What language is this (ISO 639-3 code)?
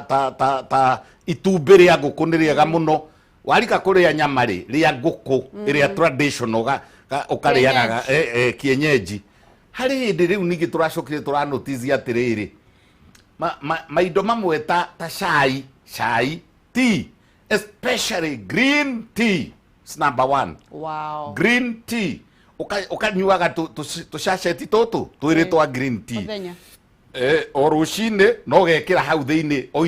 kik